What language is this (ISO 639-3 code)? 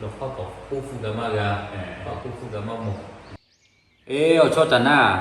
lhu